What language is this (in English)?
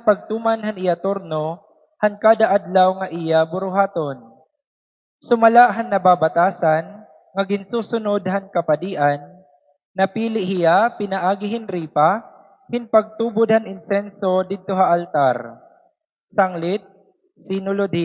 Waray